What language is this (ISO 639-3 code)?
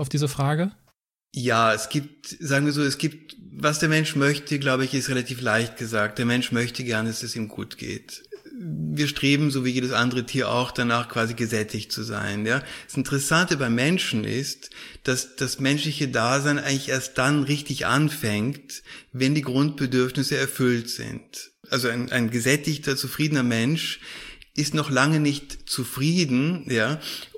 deu